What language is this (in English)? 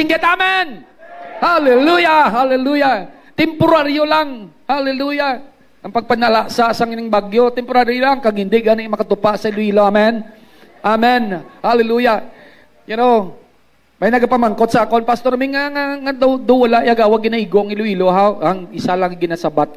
Hiligaynon